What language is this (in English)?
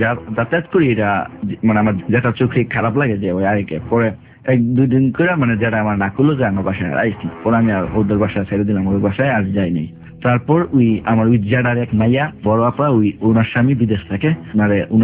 Bangla